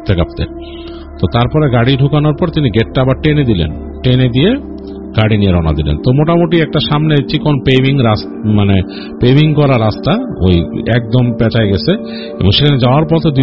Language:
Bangla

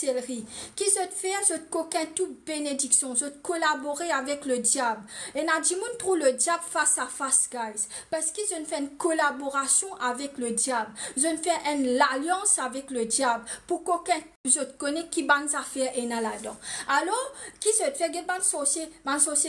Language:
Morisyen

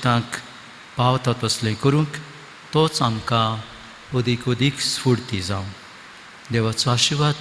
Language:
Konkani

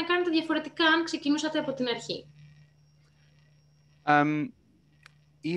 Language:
Greek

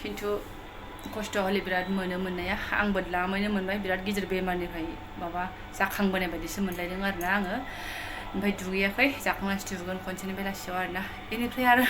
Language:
Bodo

